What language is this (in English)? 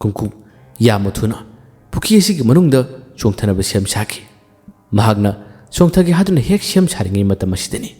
Manipuri